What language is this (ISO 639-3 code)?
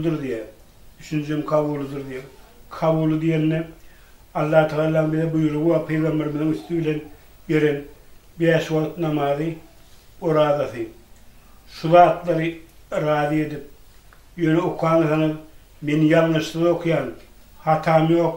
tuk